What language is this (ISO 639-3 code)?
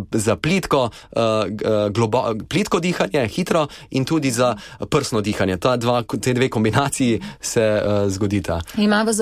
slv